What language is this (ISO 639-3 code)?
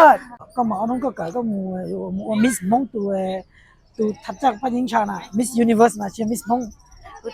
hmn